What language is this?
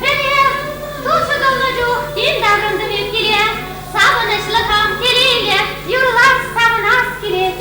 Chuvash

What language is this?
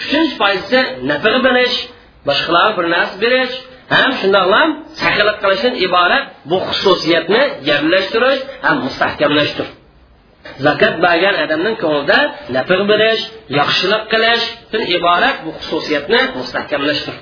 Uyghur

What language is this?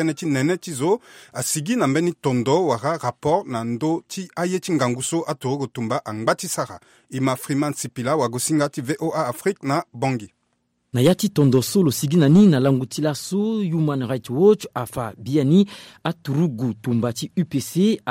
Sango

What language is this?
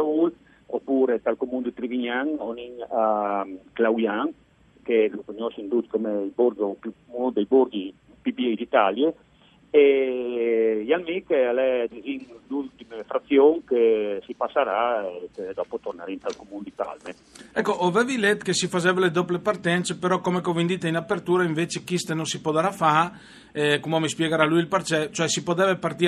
Friulian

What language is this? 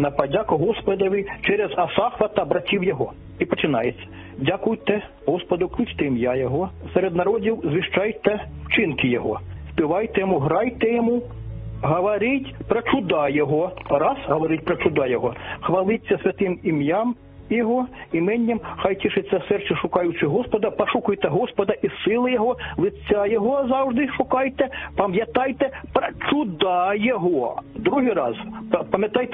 Ukrainian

